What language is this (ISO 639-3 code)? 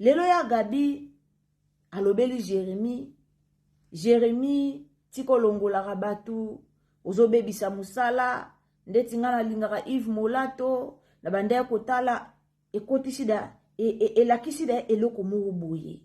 lin